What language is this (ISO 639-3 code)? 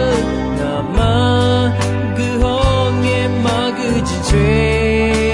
ahk